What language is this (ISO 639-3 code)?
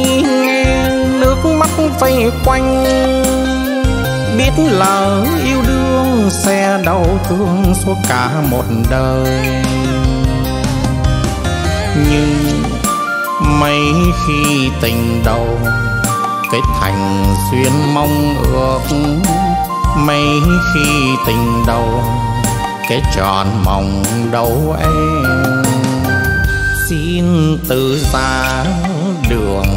vie